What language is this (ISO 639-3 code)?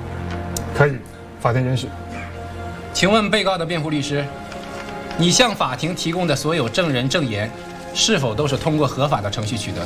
zho